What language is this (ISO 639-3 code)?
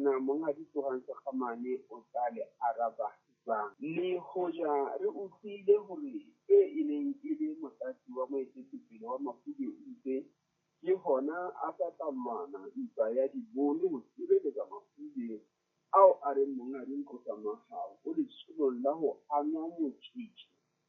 sot